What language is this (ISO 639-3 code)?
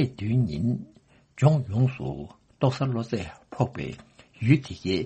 bod